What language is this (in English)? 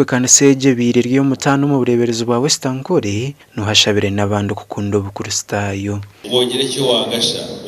Nyankole